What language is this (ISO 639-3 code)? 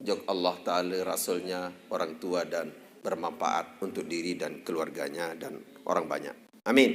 sas